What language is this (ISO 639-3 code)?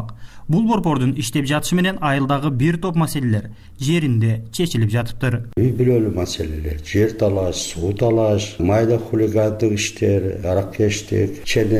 kir